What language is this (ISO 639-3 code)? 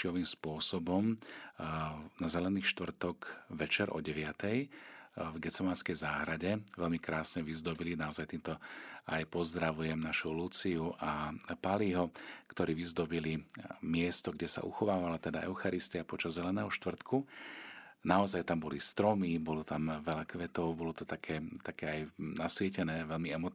slk